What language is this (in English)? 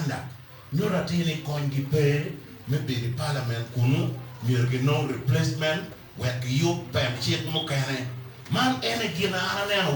Acoli